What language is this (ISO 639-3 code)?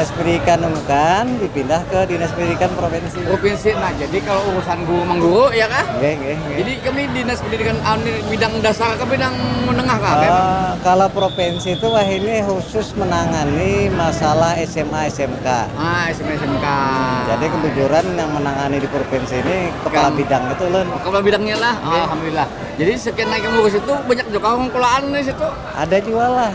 bjn